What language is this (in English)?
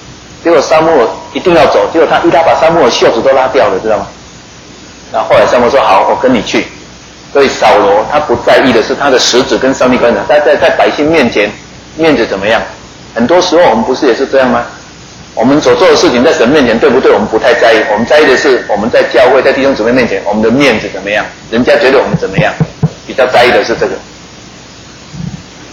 Chinese